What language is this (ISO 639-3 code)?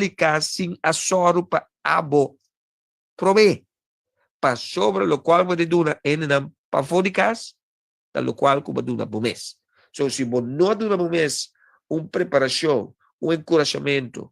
pap